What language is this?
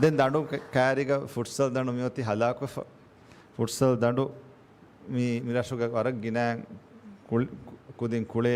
Divehi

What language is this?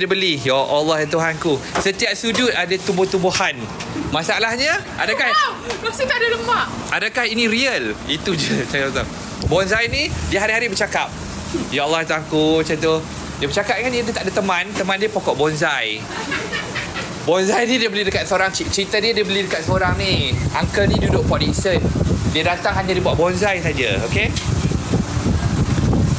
Malay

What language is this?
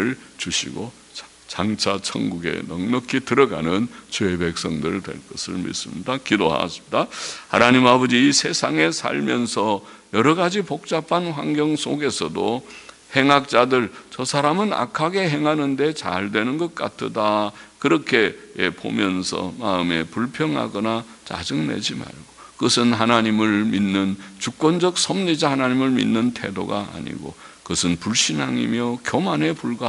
Korean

